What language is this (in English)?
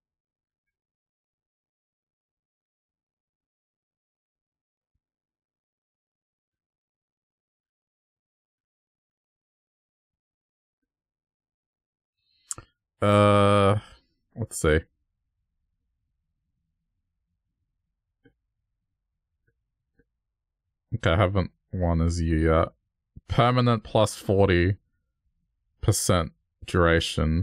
English